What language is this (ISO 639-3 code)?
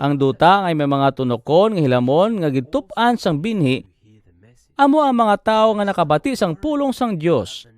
hil